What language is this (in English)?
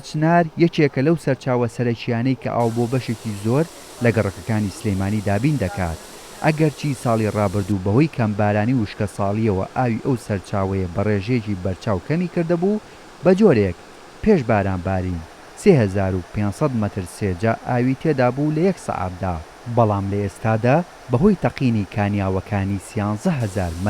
Central Kurdish